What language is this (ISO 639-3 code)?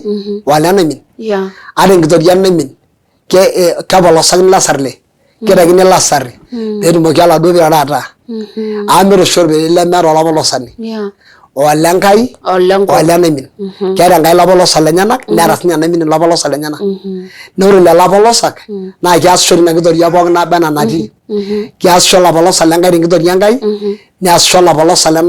mas